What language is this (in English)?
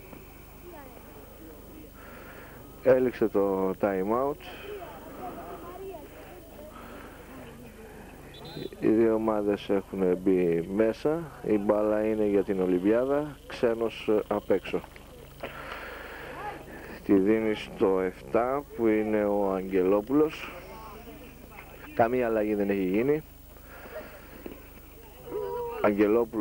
Greek